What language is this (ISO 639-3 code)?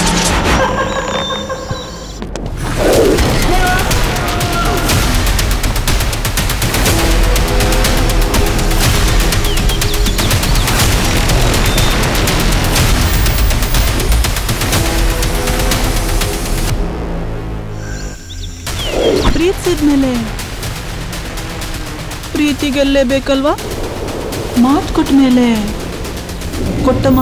kan